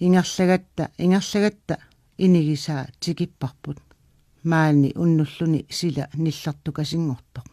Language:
Kalaallisut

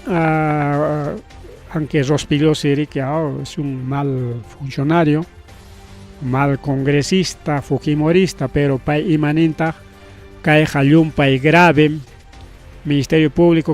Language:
Ayacucho Quechua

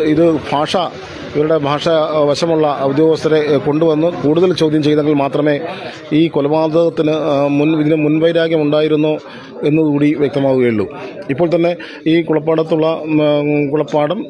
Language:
Malayalam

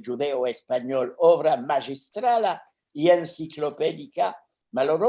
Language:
Ladino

